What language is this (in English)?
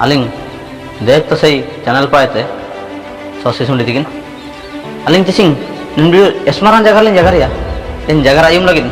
Ho